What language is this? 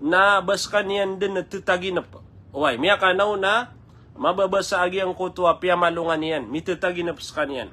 Maranao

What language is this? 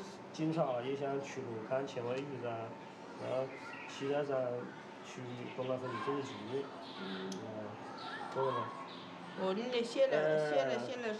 Chinese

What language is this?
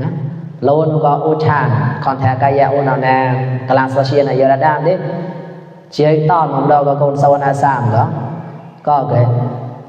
Mon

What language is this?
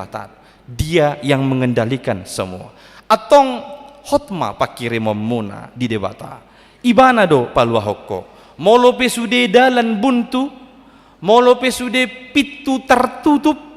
Batak Toba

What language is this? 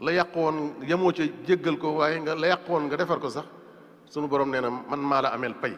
Wolof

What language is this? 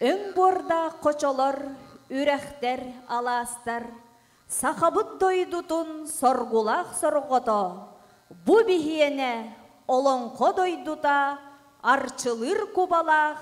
Yakut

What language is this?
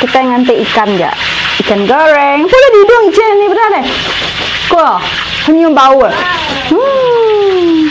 Iban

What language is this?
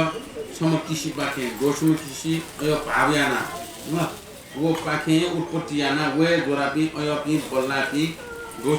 Newari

